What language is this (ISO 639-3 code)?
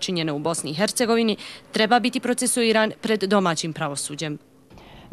bos